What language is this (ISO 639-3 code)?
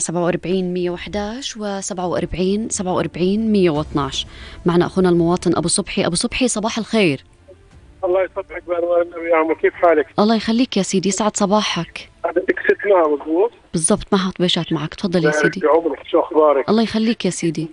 apc